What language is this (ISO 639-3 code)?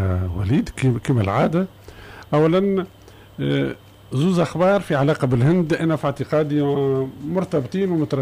aeb